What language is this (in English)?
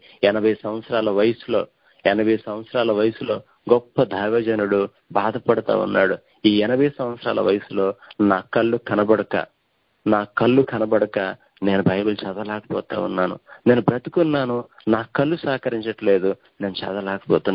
Telugu